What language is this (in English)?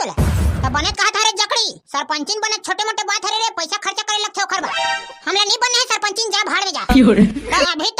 Chhattisgarhi